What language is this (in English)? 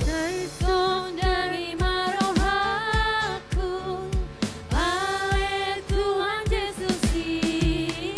Batak Toba